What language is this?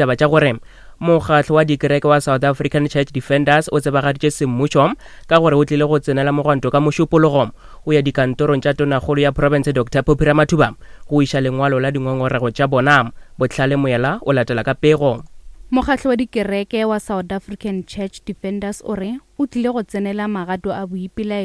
Northern Sotho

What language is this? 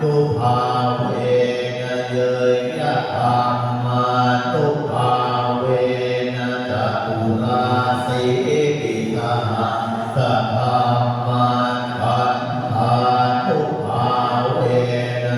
Pali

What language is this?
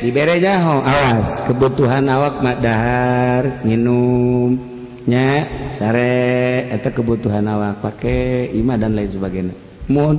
Sundanese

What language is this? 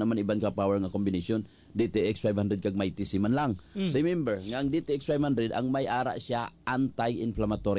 Hiligaynon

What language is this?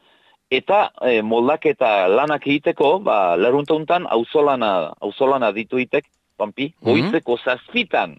Basque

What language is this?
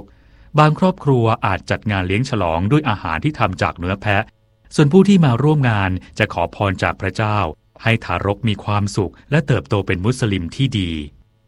Thai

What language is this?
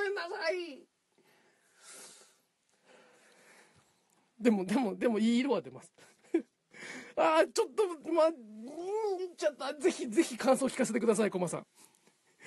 Japanese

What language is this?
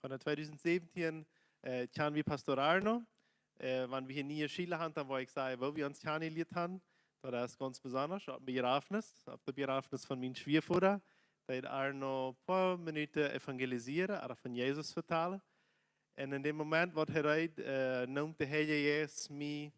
Plautdietsch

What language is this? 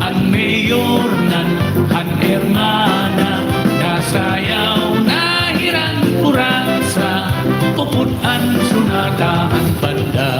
Waray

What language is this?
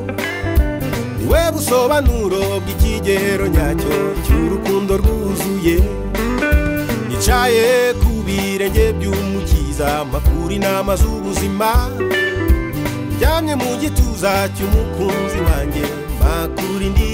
Kinyarwanda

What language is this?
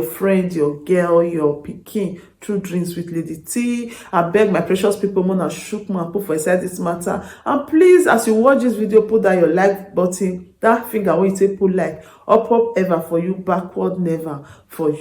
Nigerian Pidgin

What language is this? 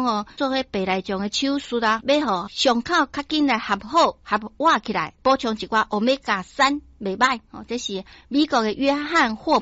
Min Nan Chinese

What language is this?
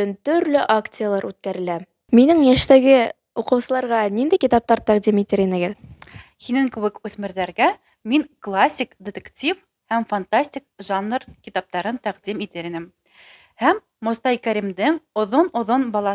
Bashkir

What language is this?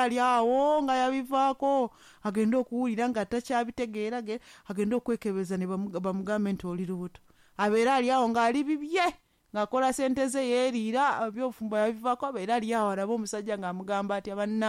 Ganda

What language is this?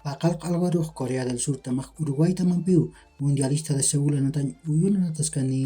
Aymara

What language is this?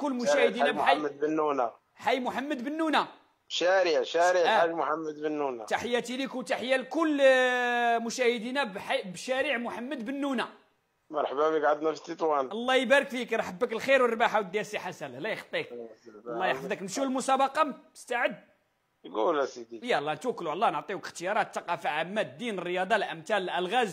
Moroccan Arabic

